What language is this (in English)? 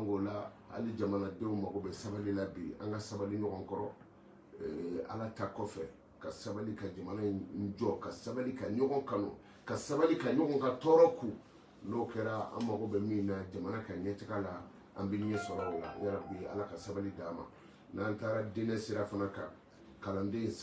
Bambara